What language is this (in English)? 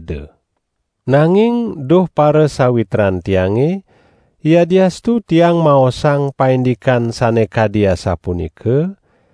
Balinese